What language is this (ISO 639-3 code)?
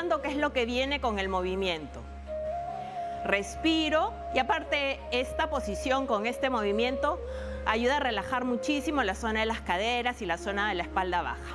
spa